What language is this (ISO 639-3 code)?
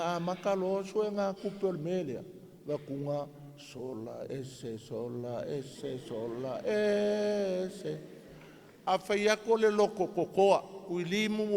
smo